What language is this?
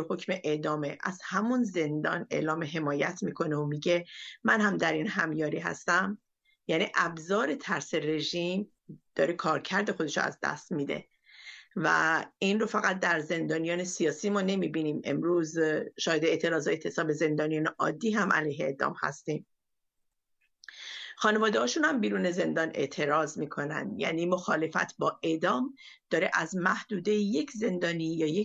Persian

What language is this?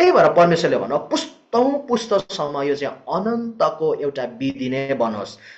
Nepali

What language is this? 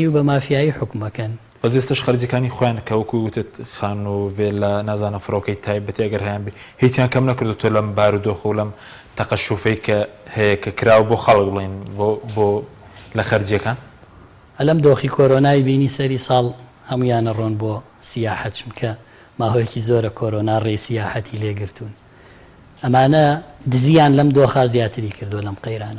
Central Kurdish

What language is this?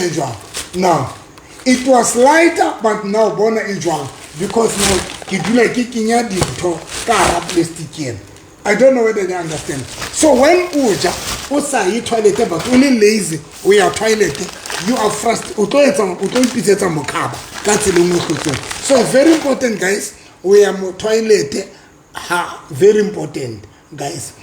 Southern Sotho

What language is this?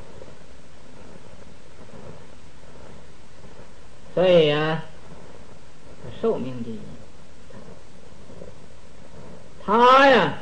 Chinese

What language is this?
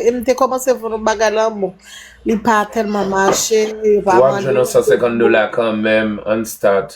Haitian Creole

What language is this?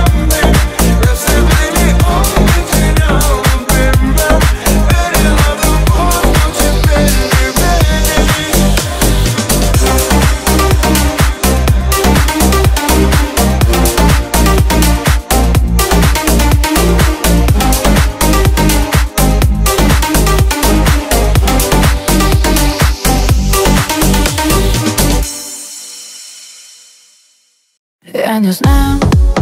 Russian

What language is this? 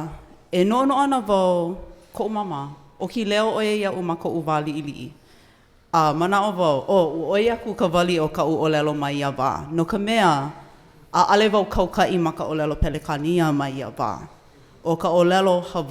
Hawaiian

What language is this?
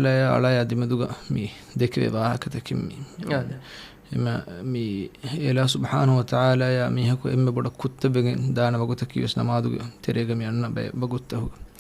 Divehi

